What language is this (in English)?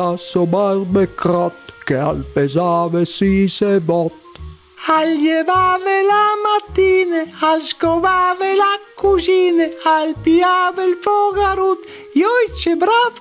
Friulian